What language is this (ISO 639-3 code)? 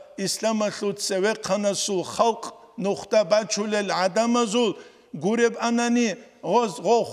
ava